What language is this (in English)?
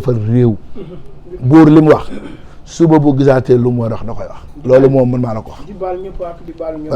Wolof